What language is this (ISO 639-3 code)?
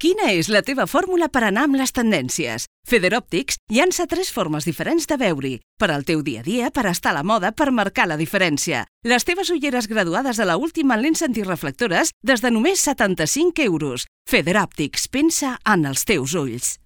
cat